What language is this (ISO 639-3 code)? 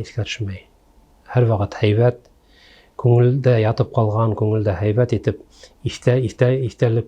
bak